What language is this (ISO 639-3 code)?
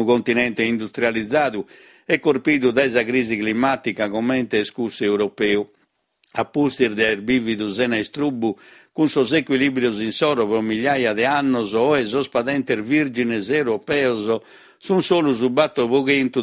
srd